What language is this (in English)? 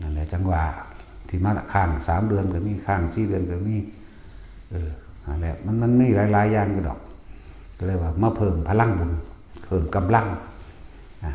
Northeastern Thai